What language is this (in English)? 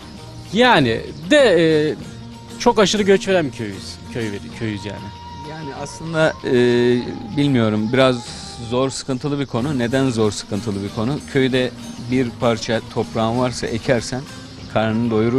Turkish